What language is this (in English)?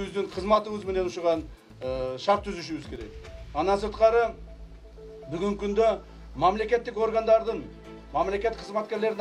Kyrgyz